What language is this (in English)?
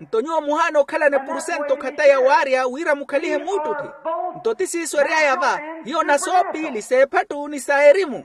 Makhuwa